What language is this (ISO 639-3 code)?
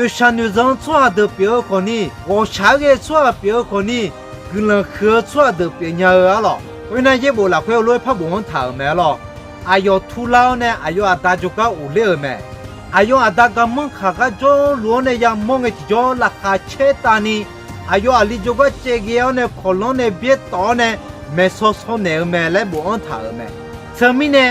ahk